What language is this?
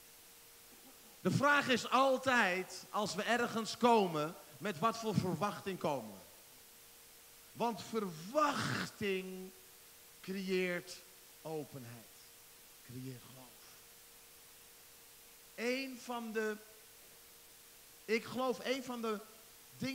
Dutch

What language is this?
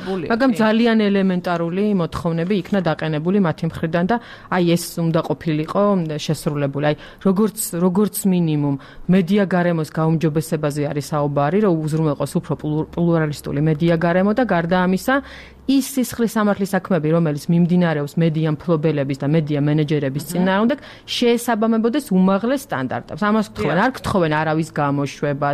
Georgian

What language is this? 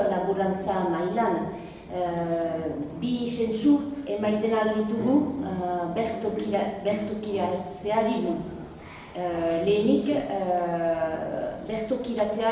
Basque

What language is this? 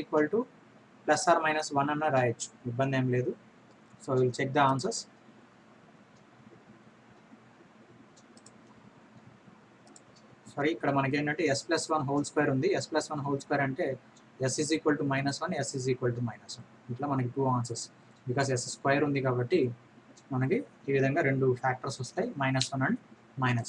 Telugu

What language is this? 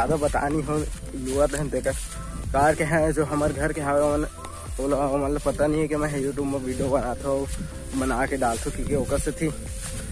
Chhattisgarhi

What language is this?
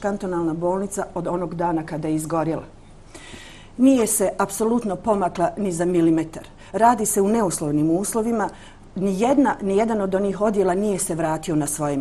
Bosnian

